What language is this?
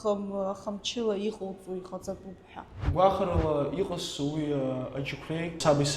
Abkhazian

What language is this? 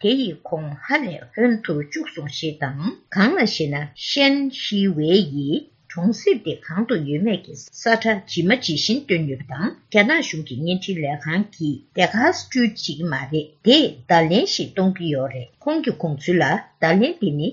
Tibetan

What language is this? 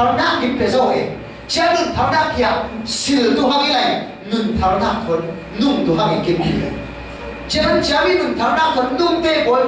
Falam Chin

